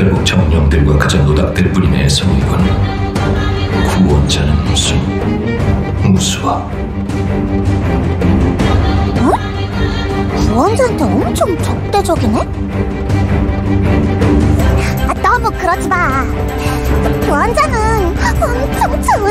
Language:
Korean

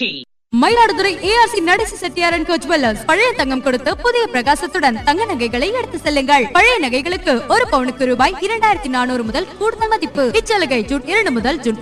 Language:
Tamil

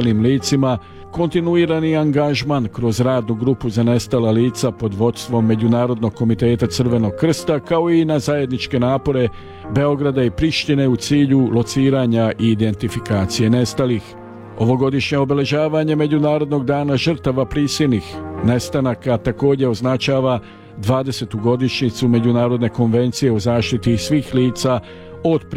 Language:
Serbian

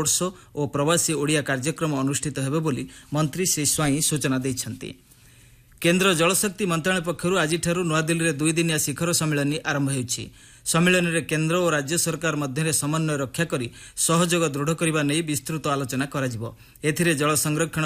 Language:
Odia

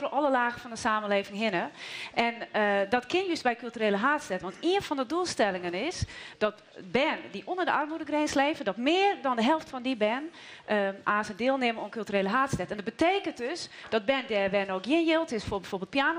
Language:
Western Frisian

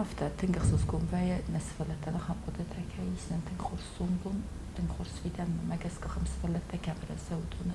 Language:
Ossetic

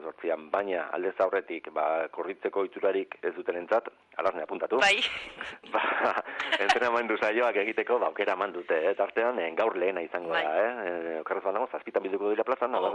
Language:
Basque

